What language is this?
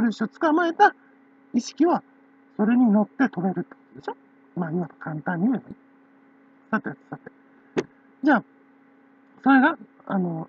Japanese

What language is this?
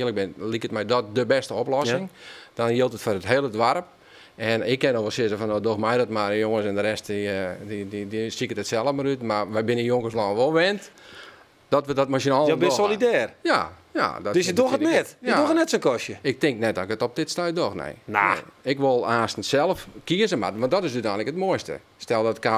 Western Frisian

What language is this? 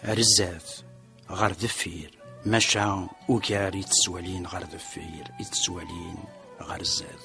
Kabyle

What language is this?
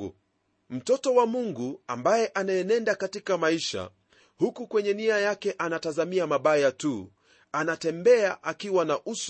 Swahili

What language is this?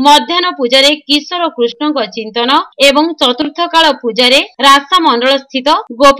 Odia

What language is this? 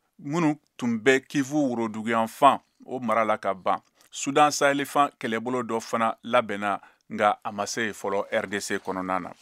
Bambara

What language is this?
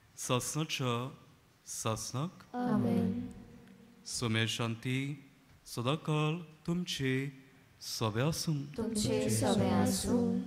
Konkani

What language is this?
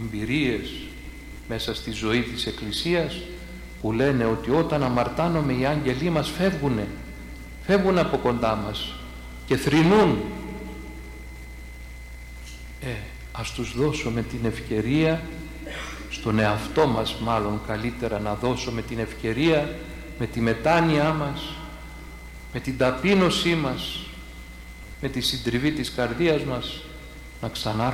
Greek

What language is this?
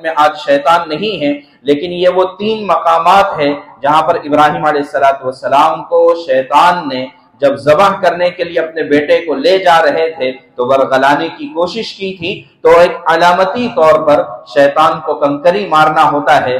Urdu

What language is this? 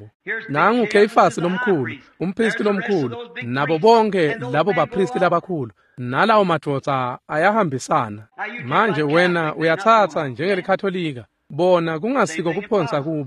Swati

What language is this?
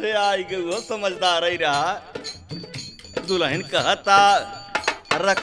Bhojpuri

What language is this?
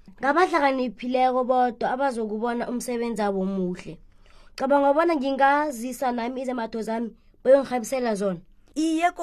South Ndebele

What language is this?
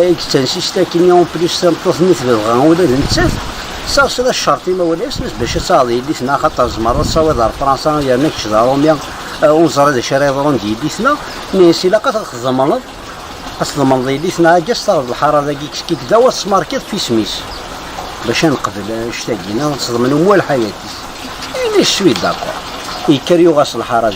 Kabyle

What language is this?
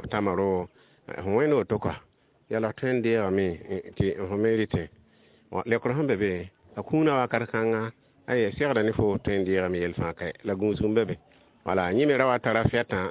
Mossi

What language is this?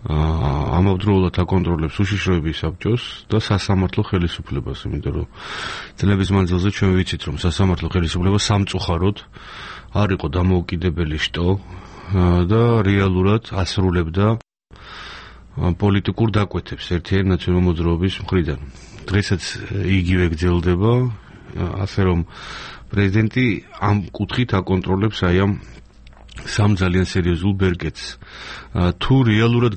Georgian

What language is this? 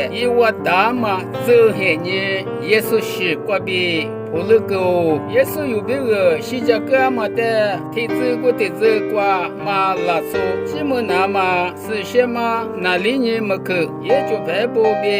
Lisu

